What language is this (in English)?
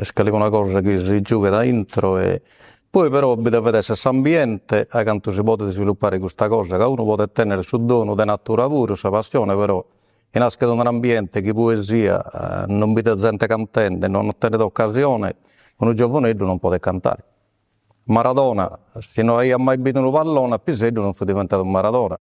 Sardinian